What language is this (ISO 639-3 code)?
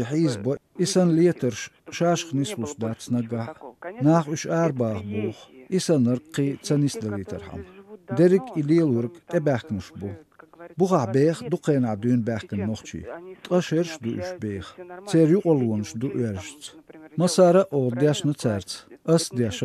che